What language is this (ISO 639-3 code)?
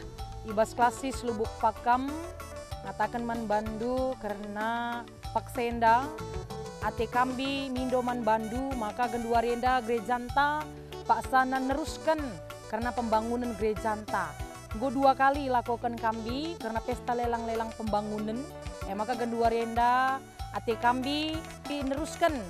btx